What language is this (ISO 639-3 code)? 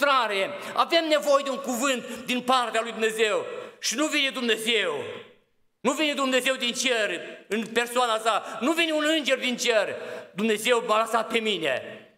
ron